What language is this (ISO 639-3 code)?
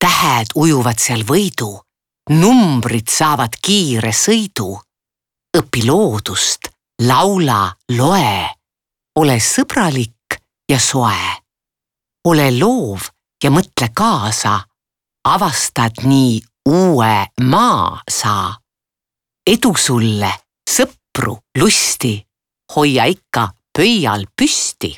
est